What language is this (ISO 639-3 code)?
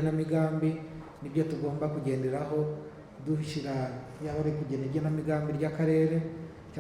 kin